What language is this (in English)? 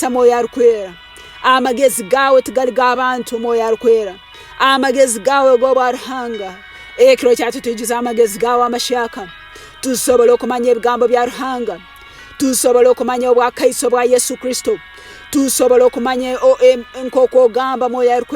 Tooro